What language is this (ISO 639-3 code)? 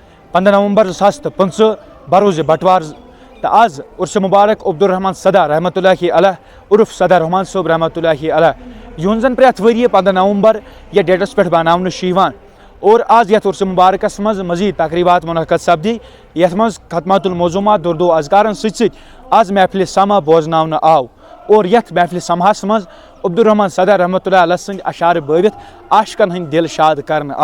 kas